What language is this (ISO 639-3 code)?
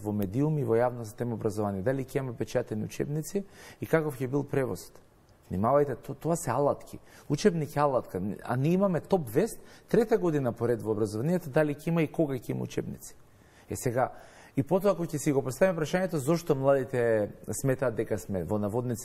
mkd